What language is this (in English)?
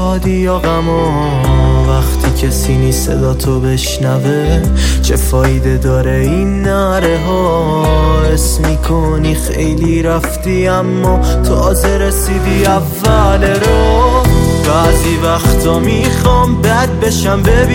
Persian